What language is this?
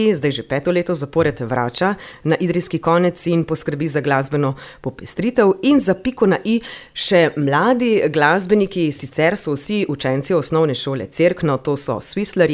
Slovenian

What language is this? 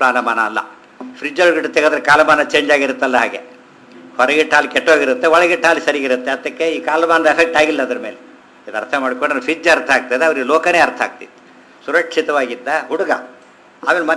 Kannada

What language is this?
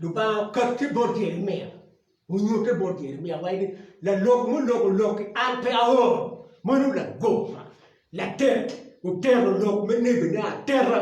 Acoli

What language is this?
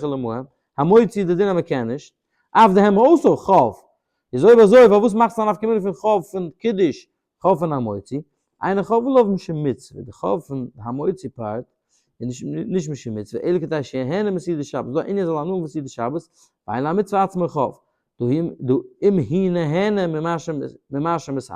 Yiddish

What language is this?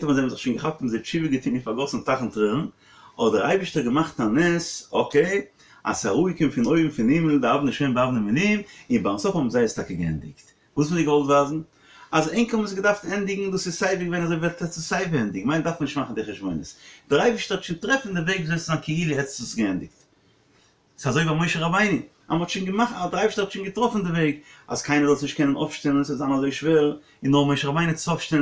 Yiddish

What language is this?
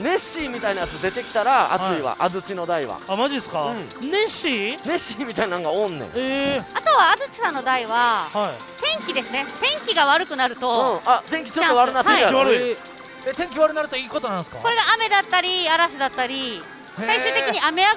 Japanese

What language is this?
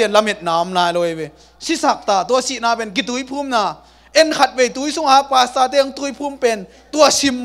Tedim Chin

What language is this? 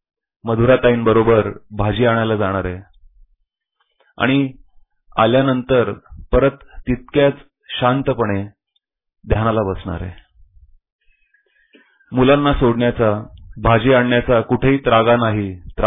Marathi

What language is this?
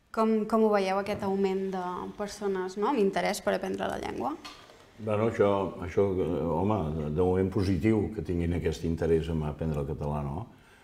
Catalan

